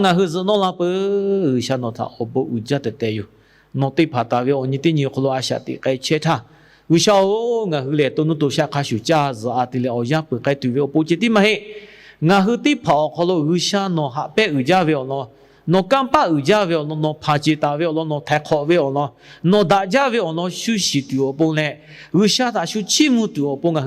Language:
Lahu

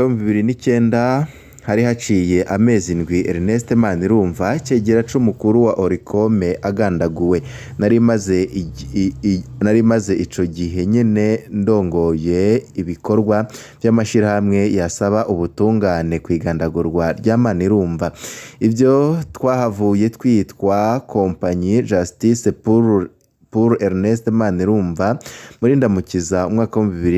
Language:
Rundi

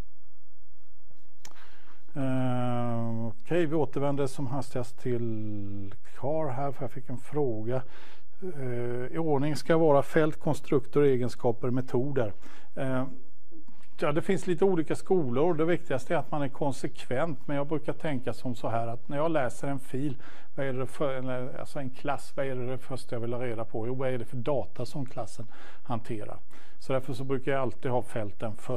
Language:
Swedish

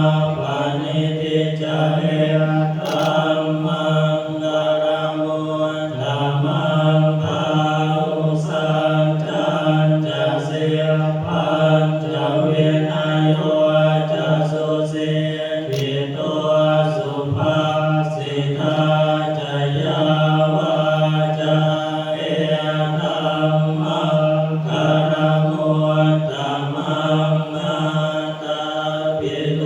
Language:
Pali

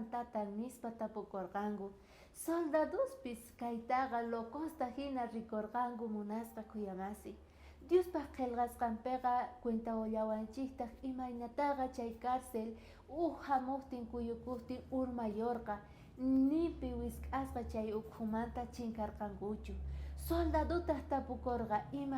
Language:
South Bolivian Quechua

